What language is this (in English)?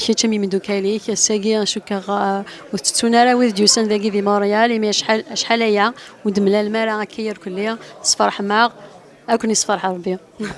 Kabyle